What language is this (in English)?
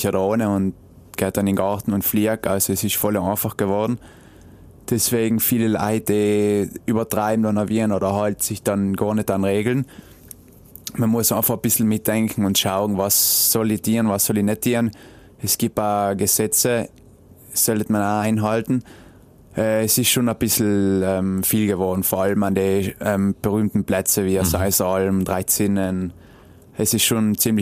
German